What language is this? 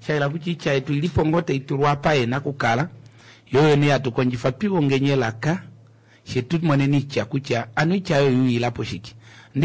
Kuanyama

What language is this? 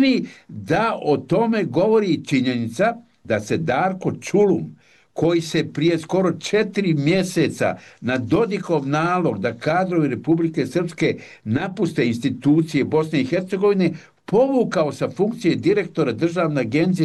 Bosnian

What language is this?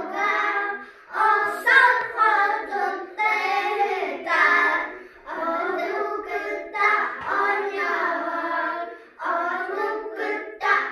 Yakut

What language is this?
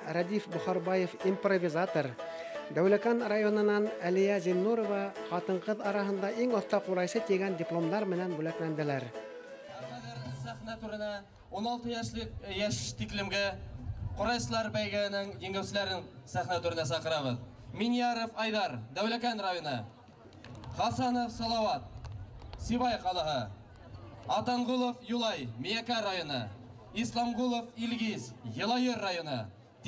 Bashkir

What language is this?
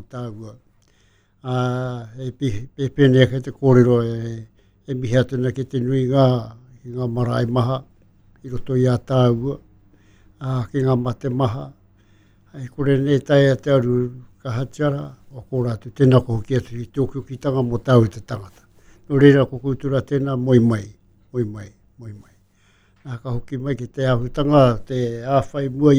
Māori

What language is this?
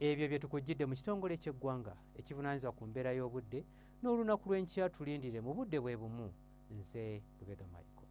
Ganda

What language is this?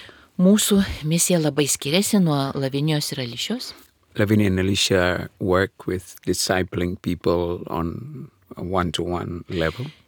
Lithuanian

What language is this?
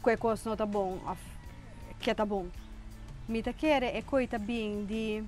Papiamento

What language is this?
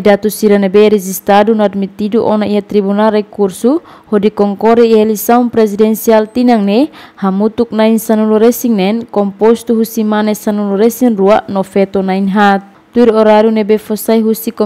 Tetum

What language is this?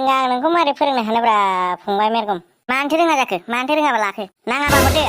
Bodo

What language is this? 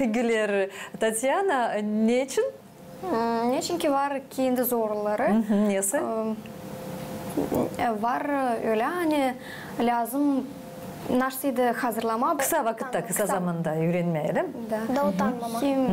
Gagauz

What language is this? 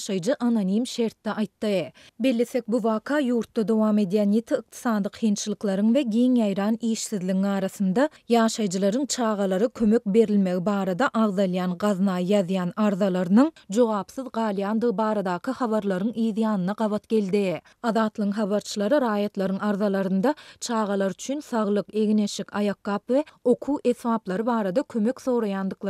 Turkmen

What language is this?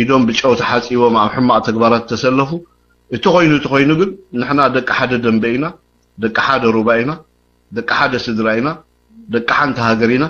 Tigrinya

